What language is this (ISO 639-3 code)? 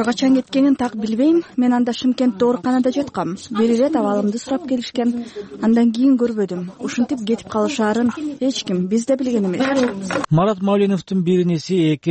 kir